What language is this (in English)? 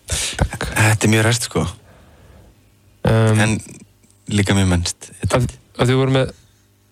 Icelandic